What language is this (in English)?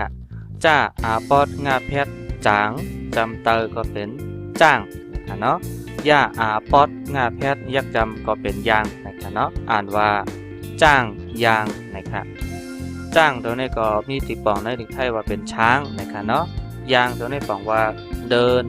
Shan